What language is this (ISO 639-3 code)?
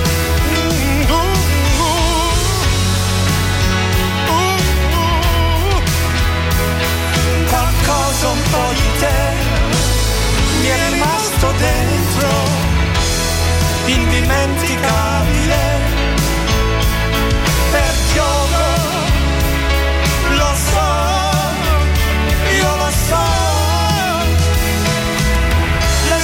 ita